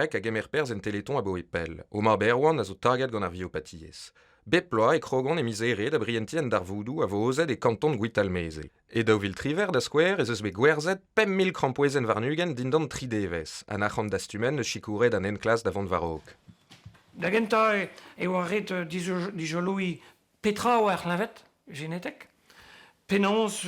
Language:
Breton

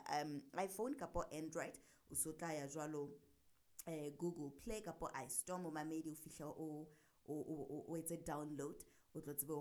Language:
Southern Sotho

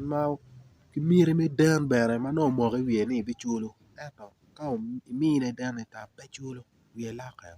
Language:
Acoli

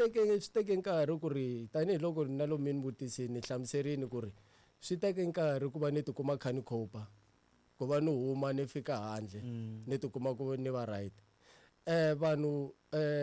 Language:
Tsonga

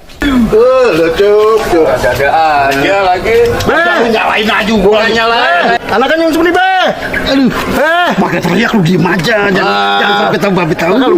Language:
Betawi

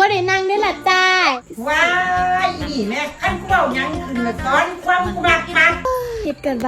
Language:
Lao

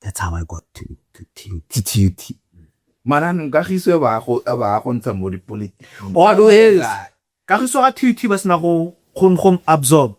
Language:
Tswana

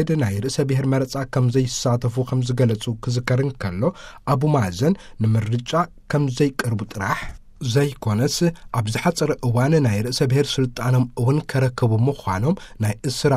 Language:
Tigrinya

